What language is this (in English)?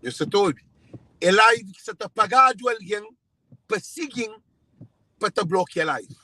Kabuverdianu